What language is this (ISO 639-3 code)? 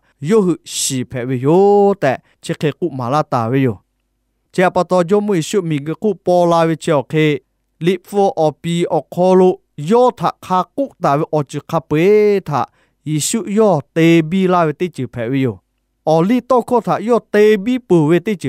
lhu